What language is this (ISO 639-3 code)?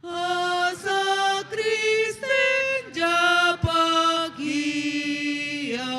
btx